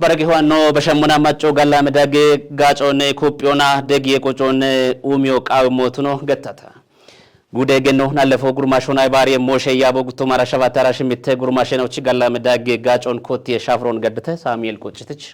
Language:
Kafa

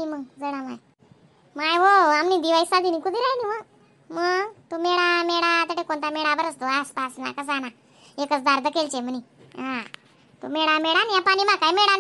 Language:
Khandesi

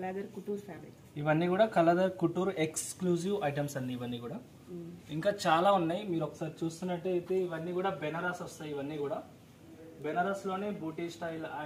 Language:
Telugu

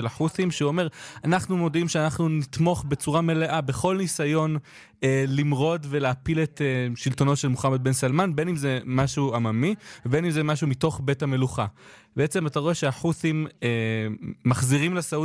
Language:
Hebrew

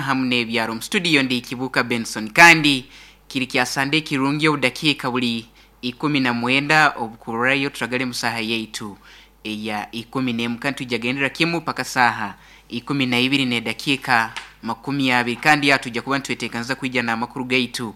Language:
Nyoro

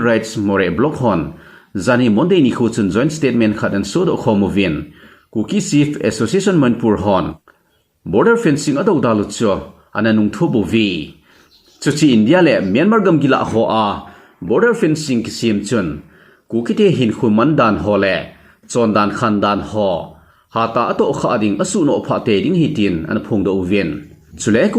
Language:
Thado Chin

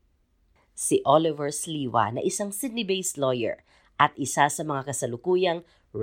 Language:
Filipino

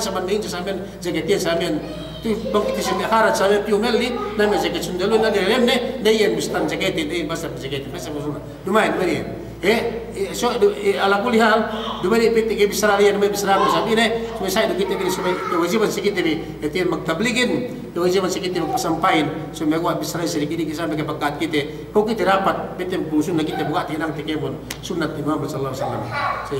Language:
Yakan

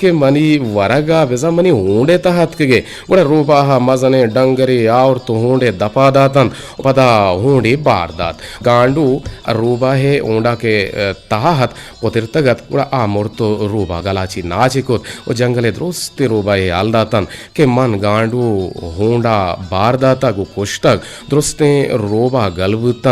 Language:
Eastern Balochi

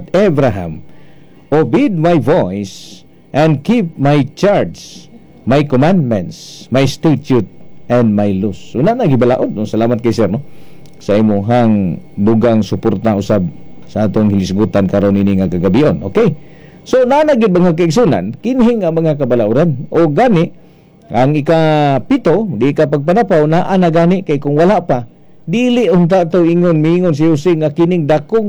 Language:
Cebuano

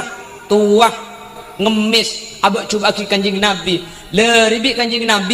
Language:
Madurese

